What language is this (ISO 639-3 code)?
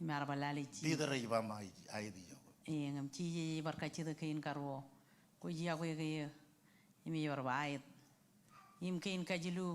mah